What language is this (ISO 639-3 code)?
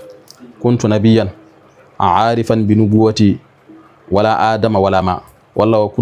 ful